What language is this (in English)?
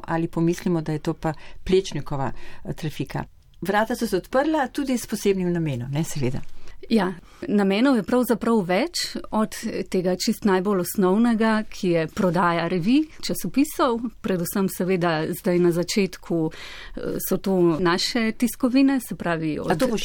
Slovenian